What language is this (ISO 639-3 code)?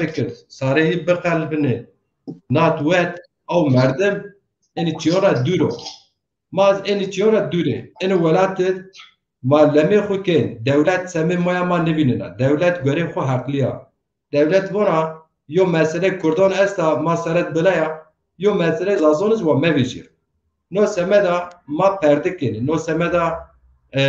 zza